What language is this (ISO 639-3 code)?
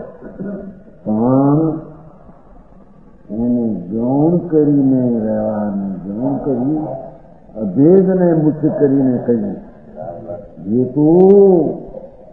guj